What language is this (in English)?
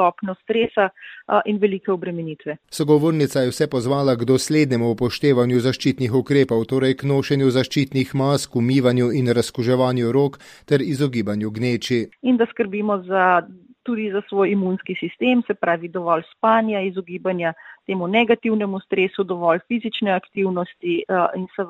Slovenian